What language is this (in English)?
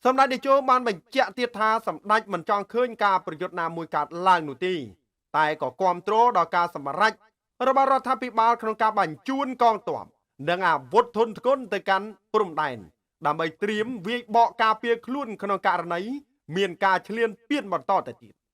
Khmer